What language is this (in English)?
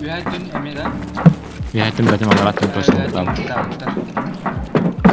Yakut